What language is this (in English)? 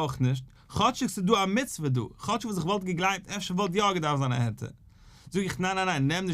Yiddish